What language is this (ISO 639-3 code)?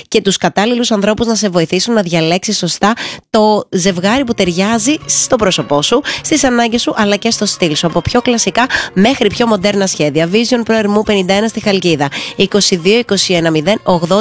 ell